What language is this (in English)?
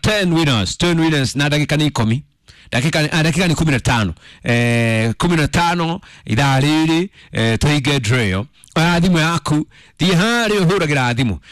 Kikuyu